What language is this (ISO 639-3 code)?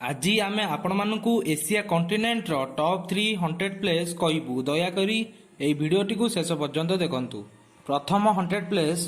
ori